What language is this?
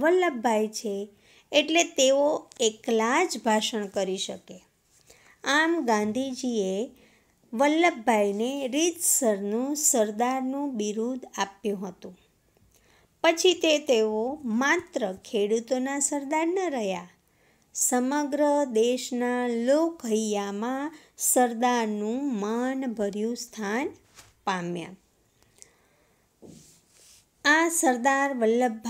Gujarati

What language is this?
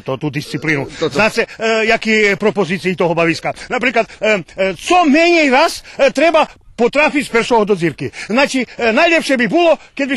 Rusyn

